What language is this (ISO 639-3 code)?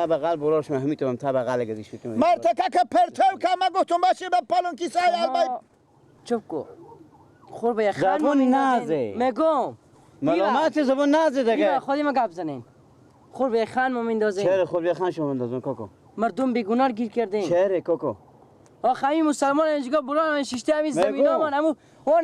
fas